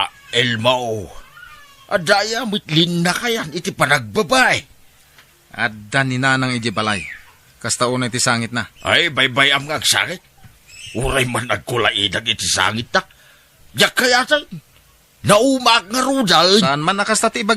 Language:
Iloko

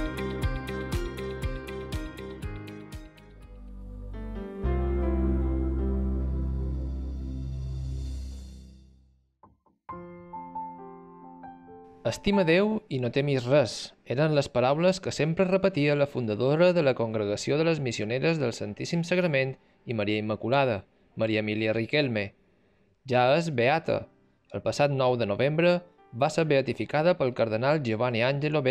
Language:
Catalan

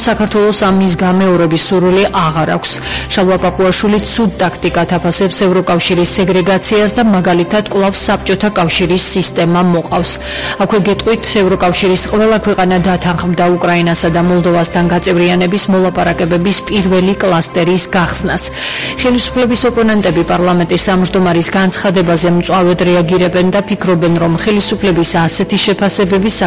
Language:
Georgian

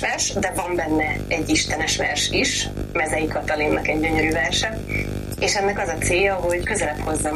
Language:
Hungarian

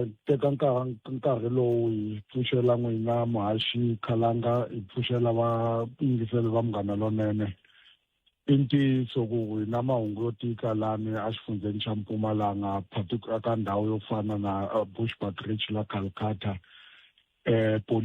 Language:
Tsonga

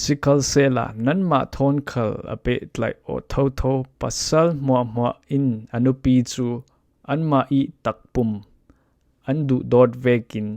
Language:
Falam Chin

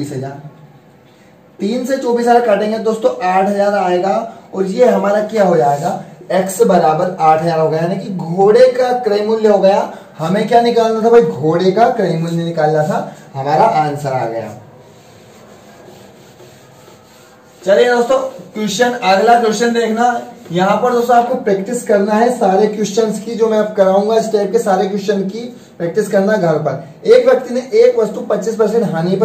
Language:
Hindi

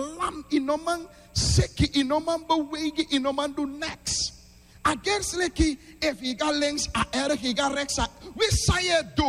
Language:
Sranan Tongo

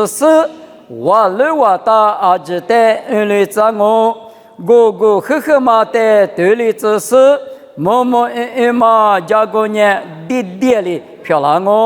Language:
Lisu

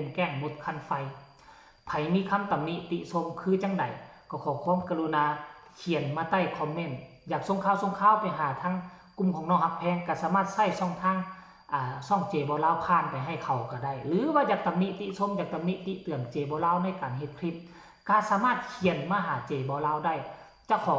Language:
Lao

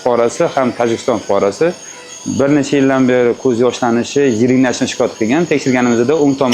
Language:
Uzbek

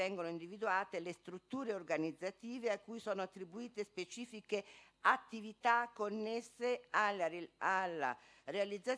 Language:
Italian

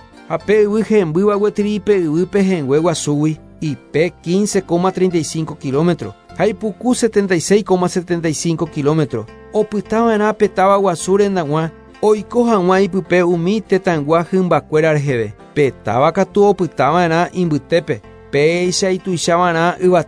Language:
Guarani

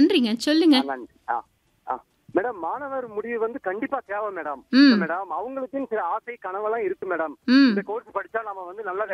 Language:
Tamil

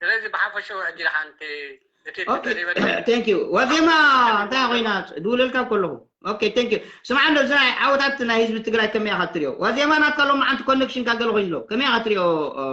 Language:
Tigrinya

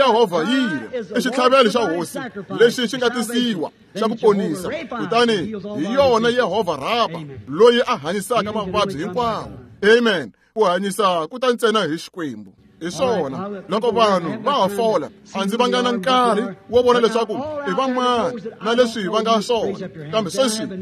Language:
Tsonga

